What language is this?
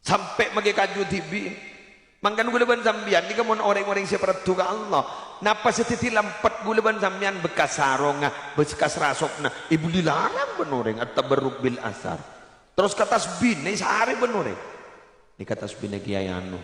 Madurese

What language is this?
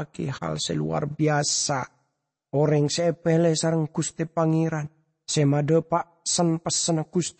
Madurese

